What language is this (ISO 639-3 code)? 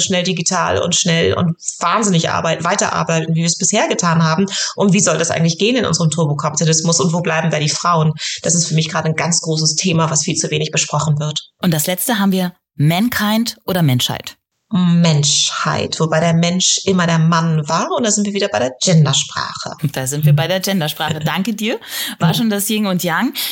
deu